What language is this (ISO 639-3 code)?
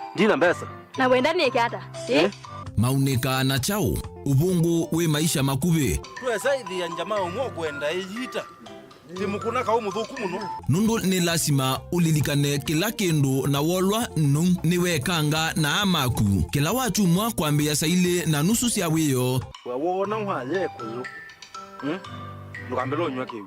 kam